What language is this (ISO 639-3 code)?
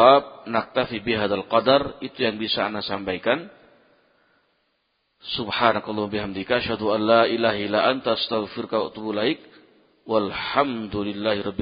ind